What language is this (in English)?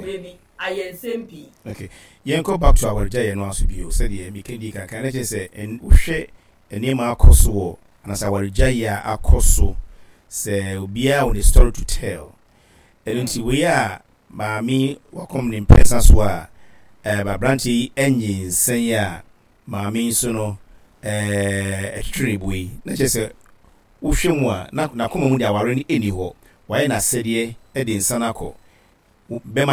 Akan